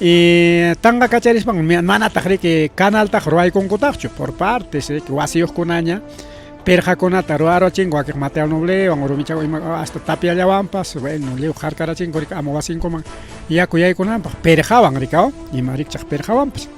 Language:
Ayacucho Quechua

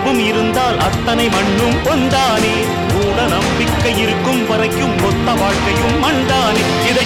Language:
Tamil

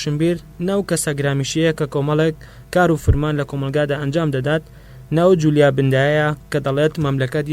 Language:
Central Kurdish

